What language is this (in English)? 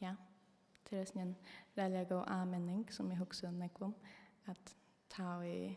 Faroese